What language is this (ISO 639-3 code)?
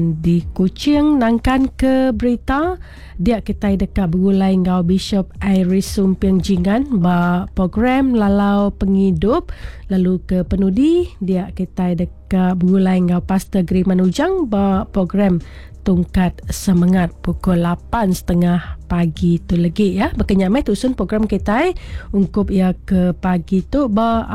iba